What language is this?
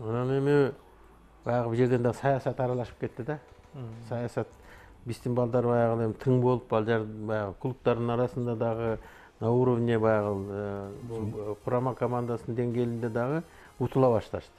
Kyrgyz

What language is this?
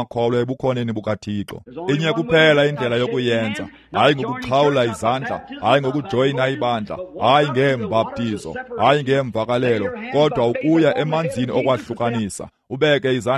Xhosa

